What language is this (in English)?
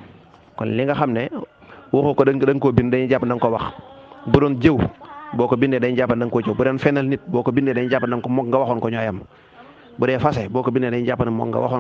Wolof